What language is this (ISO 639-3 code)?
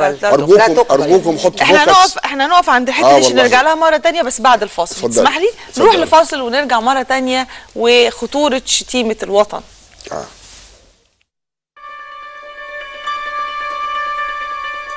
arz